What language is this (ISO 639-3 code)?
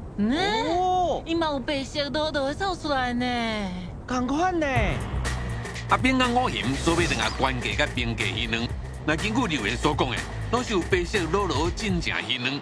nan